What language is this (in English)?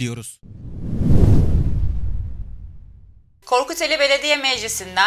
Turkish